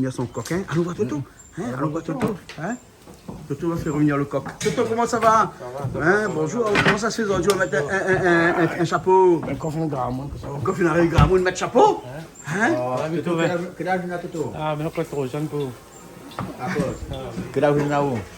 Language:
Réunion Creole French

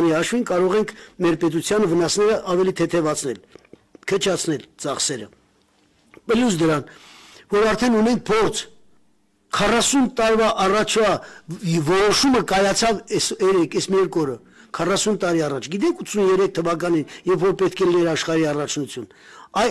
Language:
Armenian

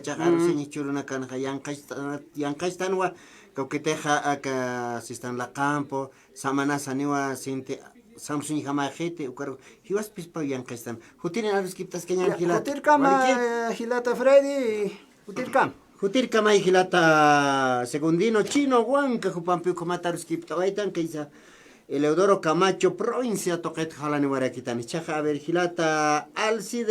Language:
Aymara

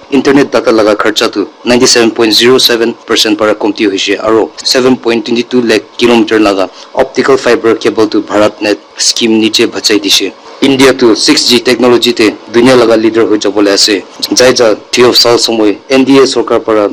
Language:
Naga Pidgin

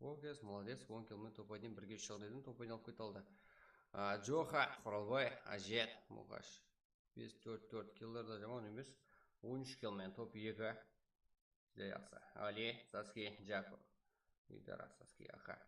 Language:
Kara-Kalpak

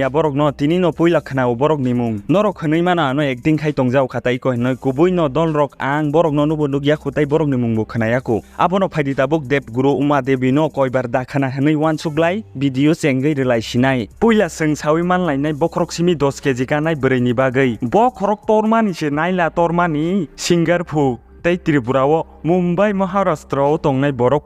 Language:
Kok Borok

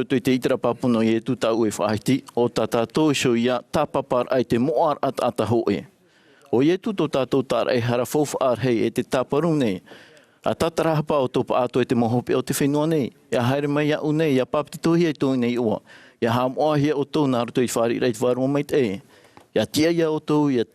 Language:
Tahitian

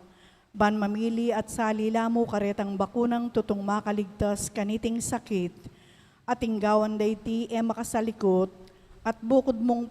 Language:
Pampanga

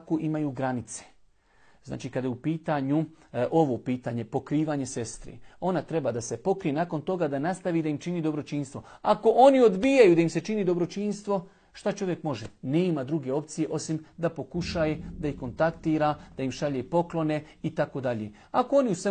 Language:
Bosnian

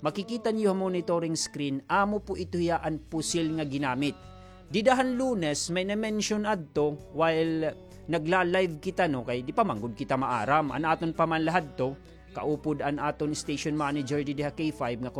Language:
Waray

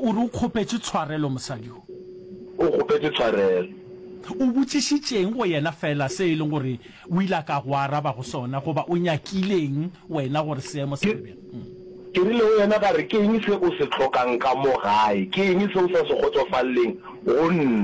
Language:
Northern Sotho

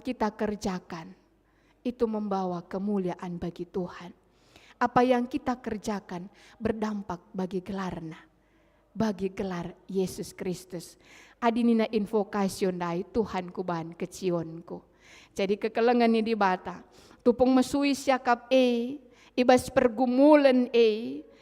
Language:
Batak Karo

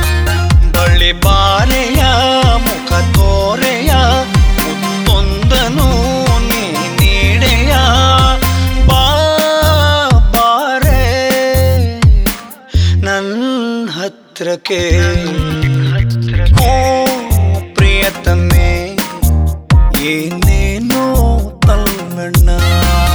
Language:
Kannada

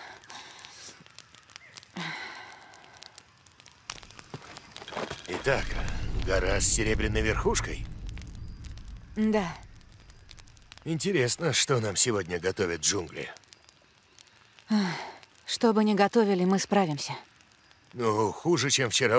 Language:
Russian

